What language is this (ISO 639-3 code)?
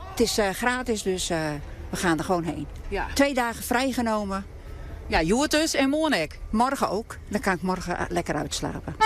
fry